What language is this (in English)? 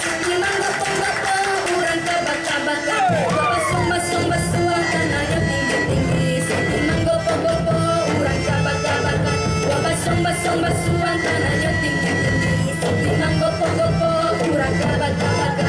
Minangkabau